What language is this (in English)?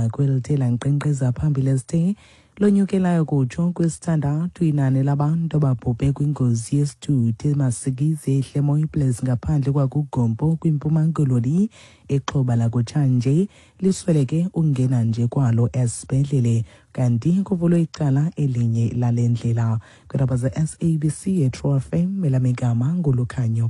Xhosa